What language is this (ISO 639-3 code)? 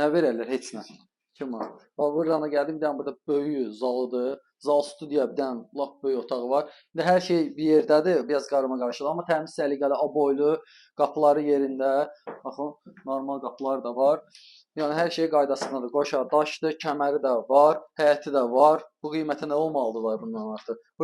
aze